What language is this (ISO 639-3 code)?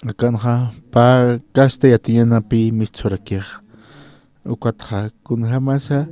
aym